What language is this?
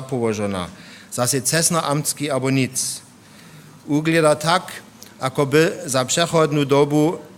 Upper Sorbian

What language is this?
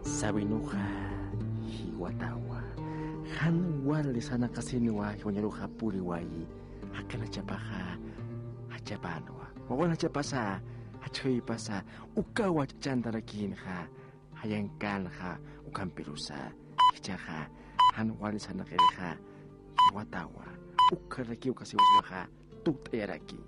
Aymara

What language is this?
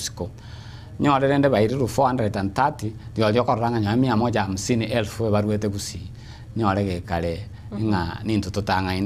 Gusii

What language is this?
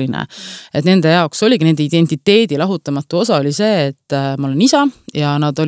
Estonian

